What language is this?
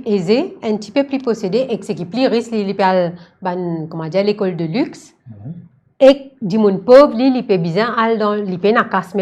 Morisyen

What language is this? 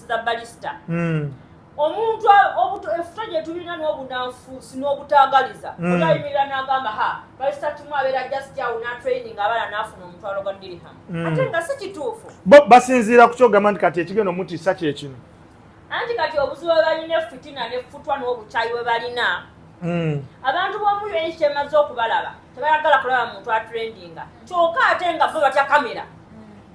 Ganda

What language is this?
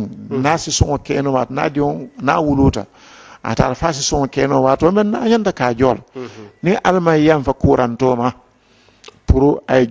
Mandingo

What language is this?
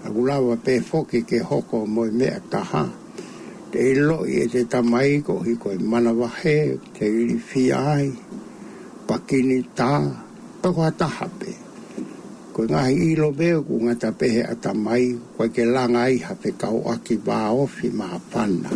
Tongan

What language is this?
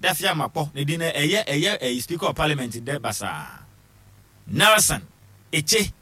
Akan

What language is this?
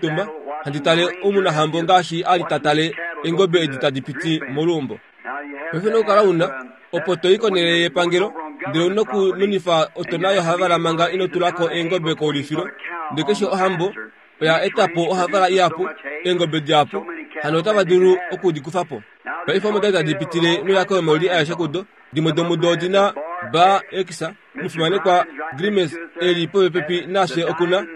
Kuanyama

